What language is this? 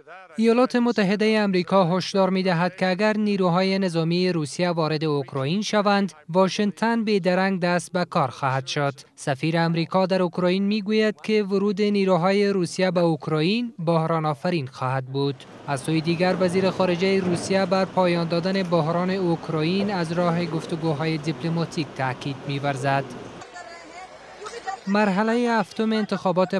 Persian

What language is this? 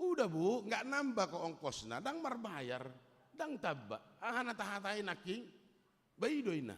Batak Toba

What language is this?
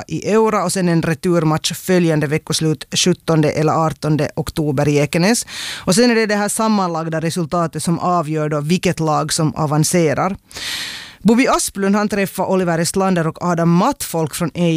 Swedish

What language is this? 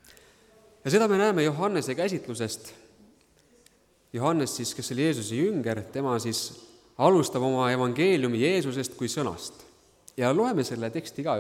Estonian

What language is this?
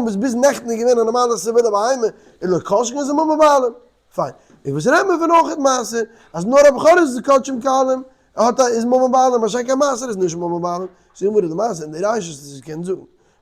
Yiddish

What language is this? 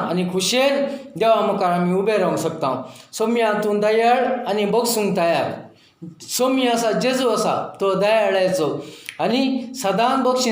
Konkani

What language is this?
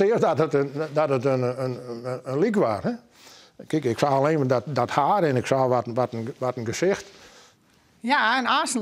Western Frisian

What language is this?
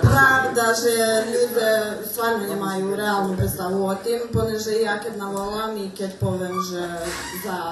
Rusyn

